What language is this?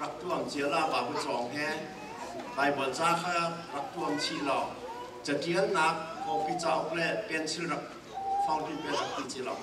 Hakha Chin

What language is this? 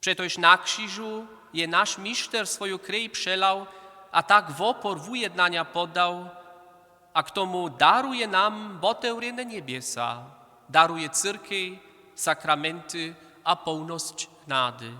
Upper Sorbian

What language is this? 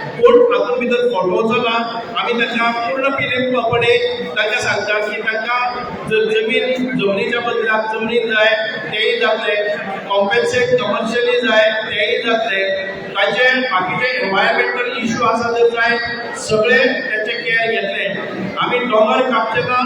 Konkani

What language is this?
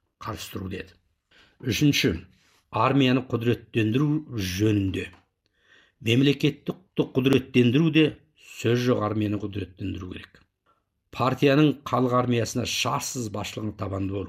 Kazakh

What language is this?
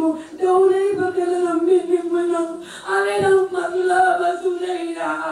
Batak Toba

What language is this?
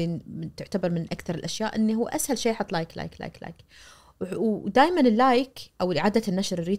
Najdi Arabic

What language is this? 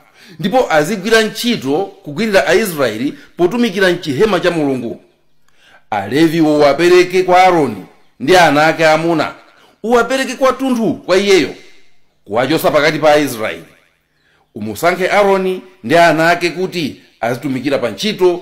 Nyanja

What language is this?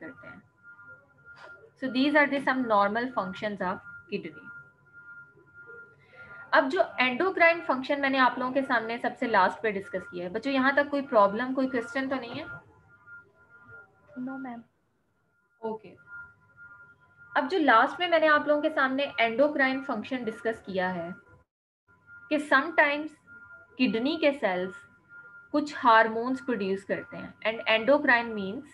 Hindi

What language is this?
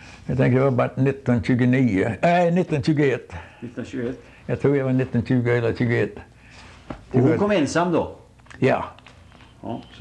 Swedish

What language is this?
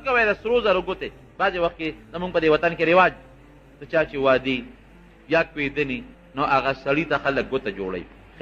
Pashto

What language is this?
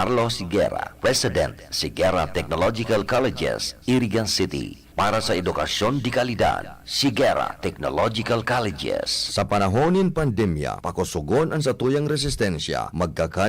Bikol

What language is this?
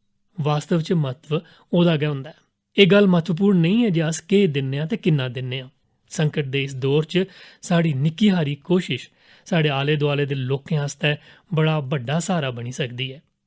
Dogri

